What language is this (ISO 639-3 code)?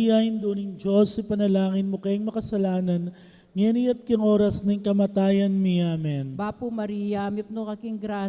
pam